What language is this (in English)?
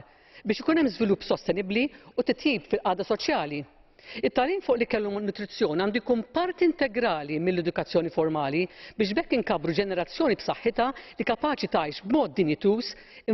Maltese